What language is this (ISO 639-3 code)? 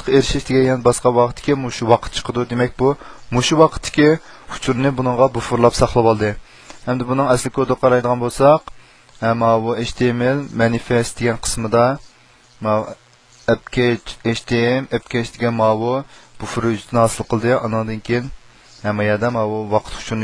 uig